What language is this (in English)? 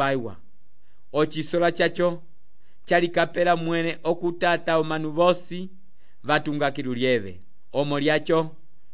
Umbundu